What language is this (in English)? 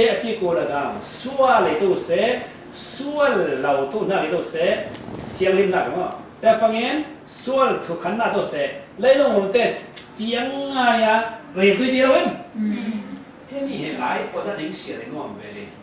Falam Chin